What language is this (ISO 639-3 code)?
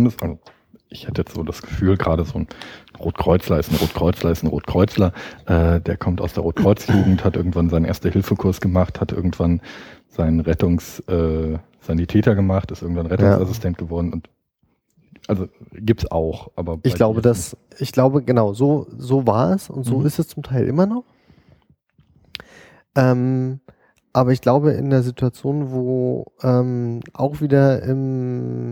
deu